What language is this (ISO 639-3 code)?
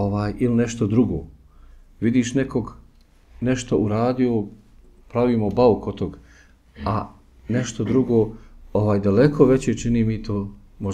bos